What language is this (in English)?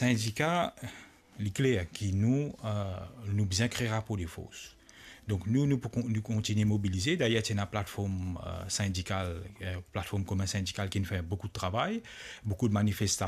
Morisyen